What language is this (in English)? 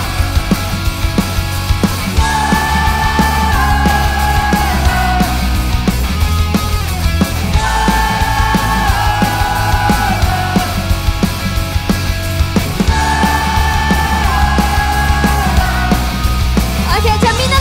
Japanese